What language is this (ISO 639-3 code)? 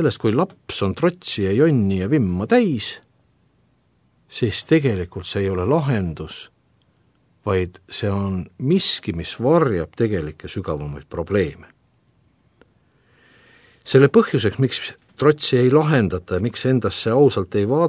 est